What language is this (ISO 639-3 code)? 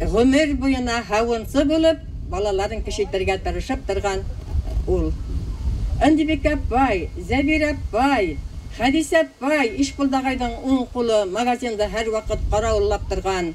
bak